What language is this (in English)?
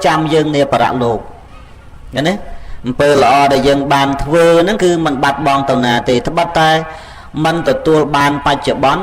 Khmer